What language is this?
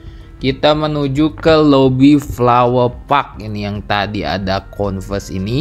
Indonesian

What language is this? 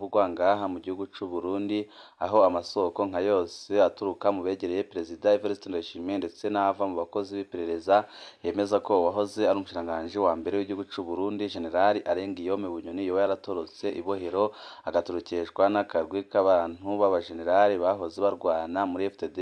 Rundi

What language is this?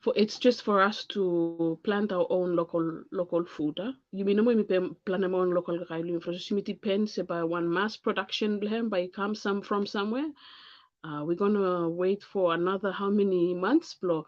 Bislama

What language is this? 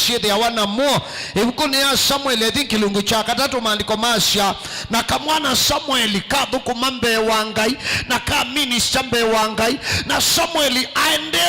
Kamba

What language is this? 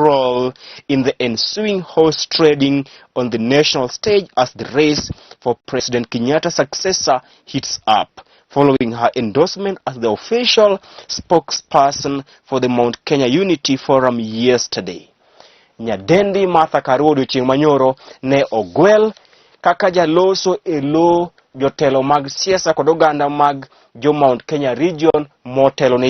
Luo (Kenya and Tanzania)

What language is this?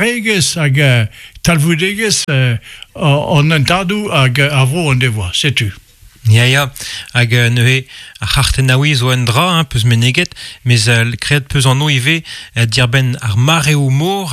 Breton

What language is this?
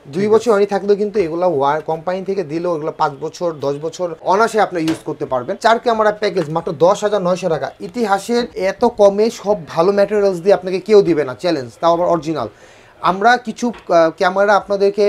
Bangla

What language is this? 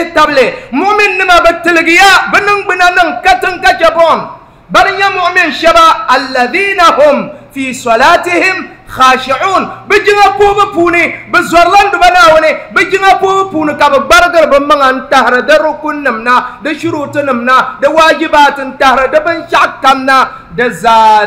Dagbani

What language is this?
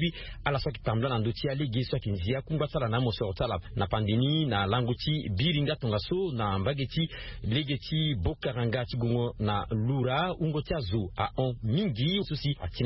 Sango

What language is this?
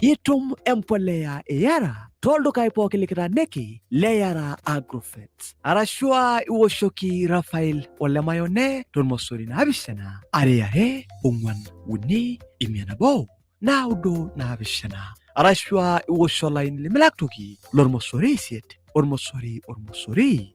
Masai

